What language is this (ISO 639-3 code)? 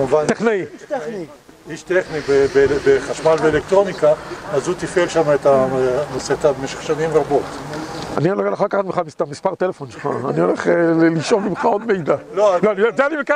heb